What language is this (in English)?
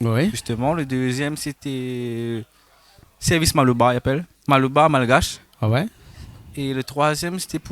Réunion Creole French